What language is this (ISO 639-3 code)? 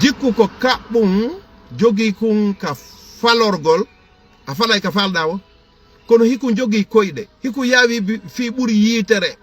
ful